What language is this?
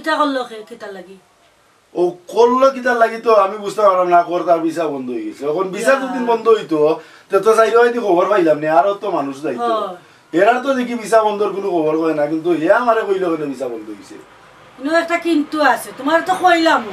Sylheti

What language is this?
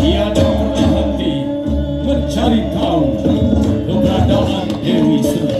Balinese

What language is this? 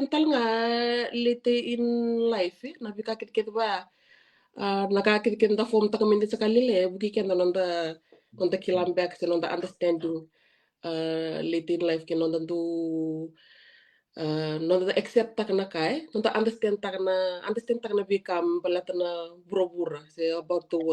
Fijian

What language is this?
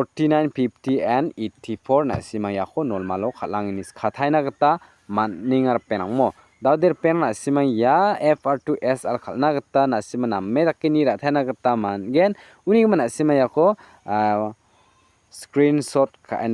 Garo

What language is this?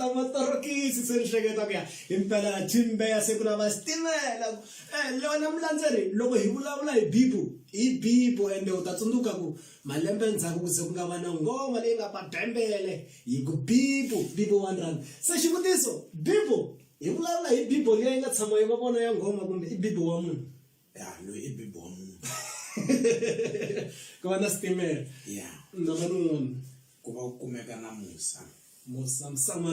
Tsonga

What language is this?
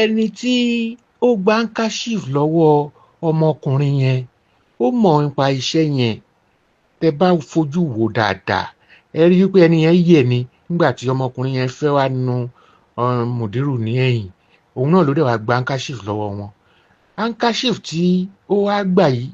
Yoruba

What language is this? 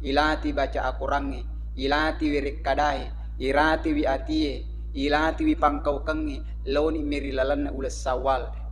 Buginese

